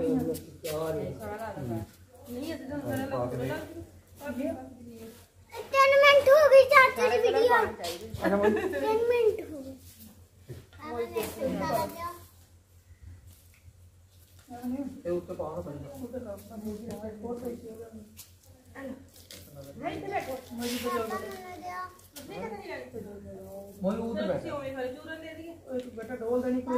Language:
Punjabi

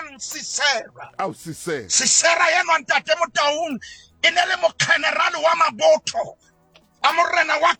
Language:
Southern Sotho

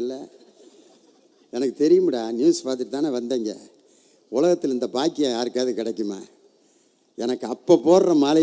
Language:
Tamil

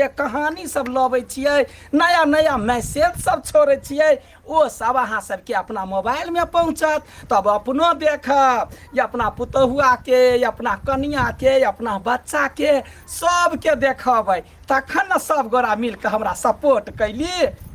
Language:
Maithili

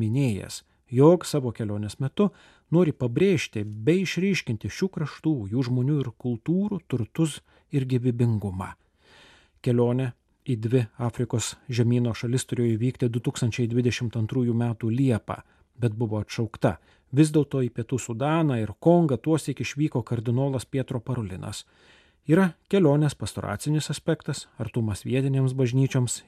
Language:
Lithuanian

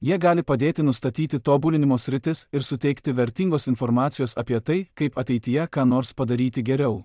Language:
Lithuanian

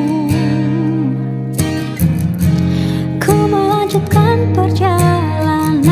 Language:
Indonesian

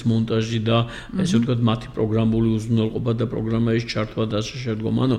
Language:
Georgian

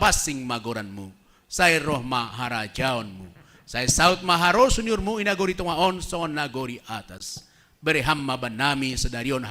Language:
Batak Simalungun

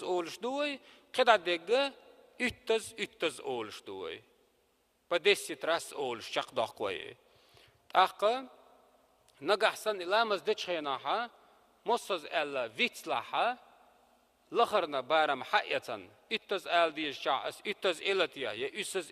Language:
Chechen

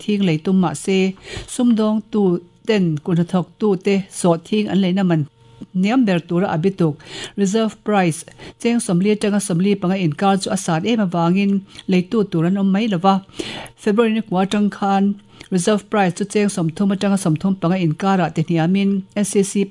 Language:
Mizo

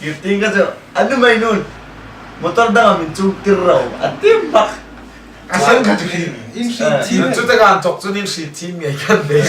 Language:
Hmar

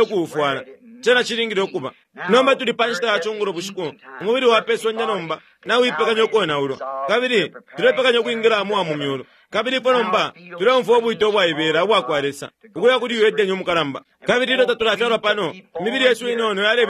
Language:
Bemba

